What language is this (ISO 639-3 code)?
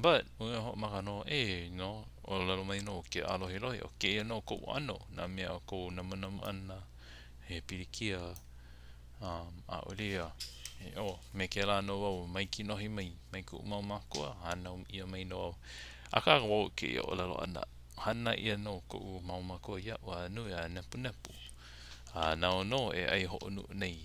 haw